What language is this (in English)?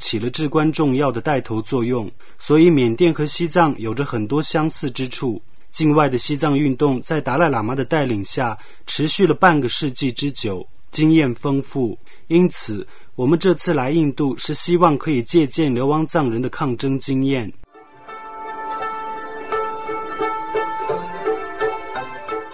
Chinese